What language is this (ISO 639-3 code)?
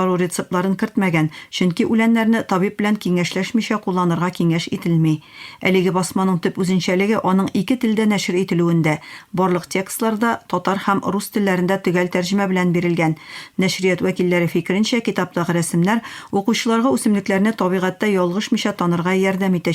tat